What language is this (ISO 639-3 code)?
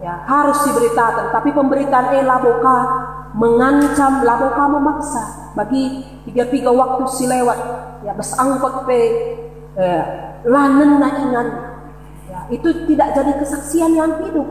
btx